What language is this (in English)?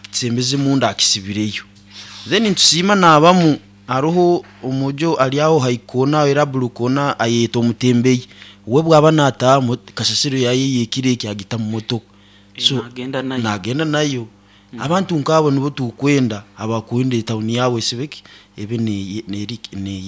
Nyoro